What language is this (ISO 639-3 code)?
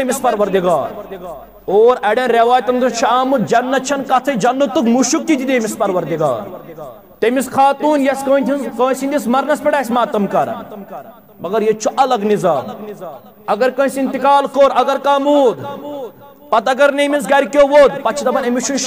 kas